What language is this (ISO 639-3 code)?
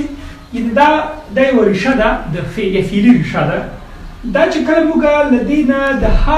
pus